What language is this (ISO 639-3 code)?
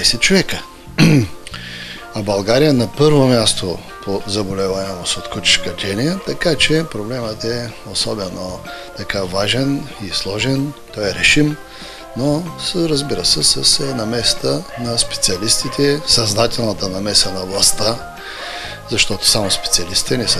bul